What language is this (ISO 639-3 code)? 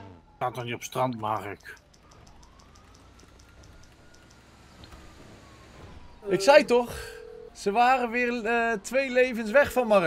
nld